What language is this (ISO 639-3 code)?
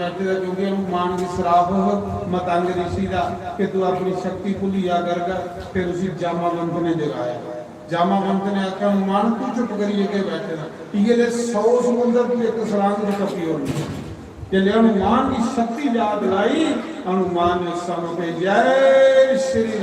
doi